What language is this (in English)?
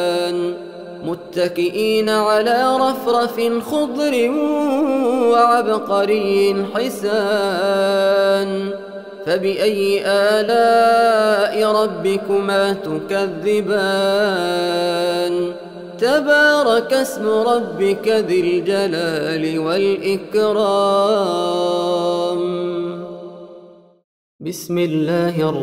Arabic